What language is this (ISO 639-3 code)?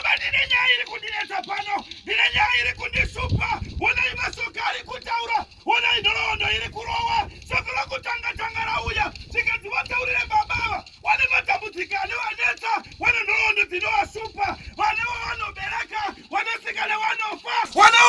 sna